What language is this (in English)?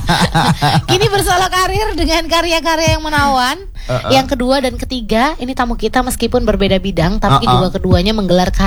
Indonesian